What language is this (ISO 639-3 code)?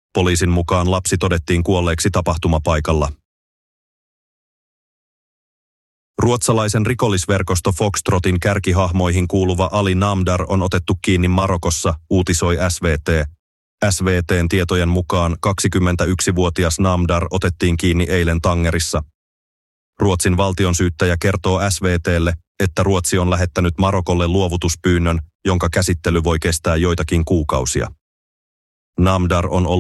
fin